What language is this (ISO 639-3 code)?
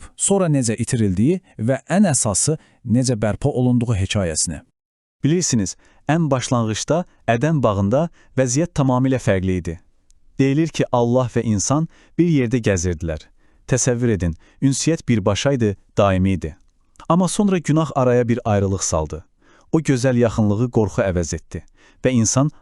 aze